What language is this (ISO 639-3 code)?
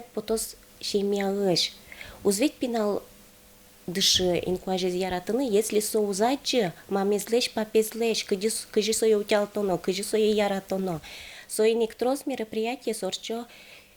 udm